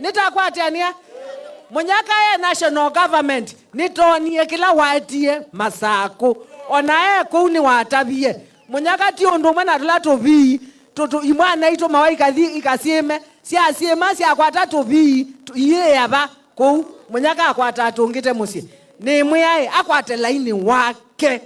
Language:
Kamba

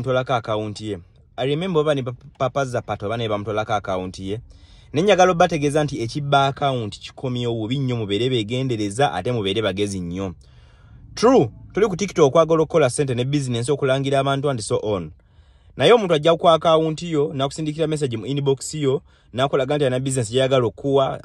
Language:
Ganda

